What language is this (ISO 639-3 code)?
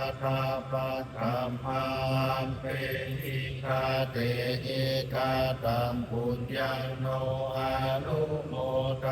pli